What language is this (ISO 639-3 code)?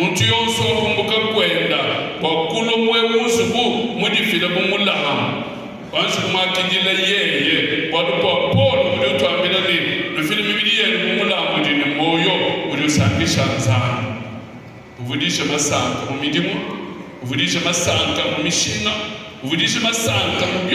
lua